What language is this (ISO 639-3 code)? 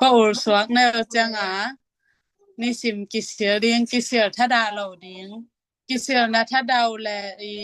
ctd